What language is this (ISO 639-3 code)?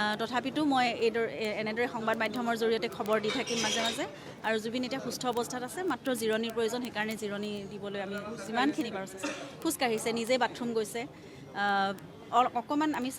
asm